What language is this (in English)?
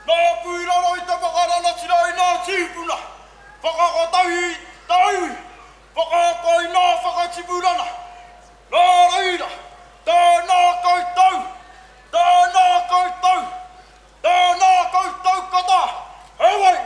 Māori